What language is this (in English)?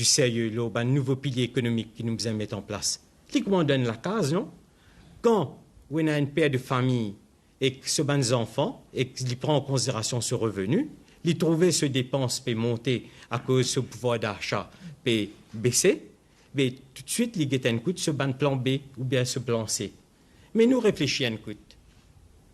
Morisyen